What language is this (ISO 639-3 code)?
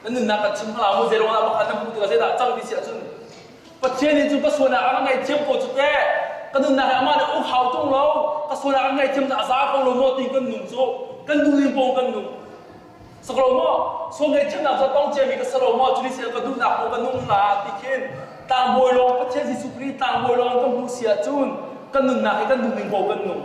cnh